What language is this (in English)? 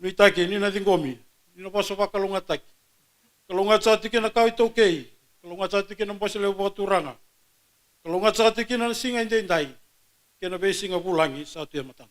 Fijian